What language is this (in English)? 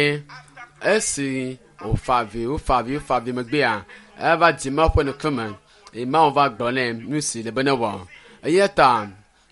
Ewe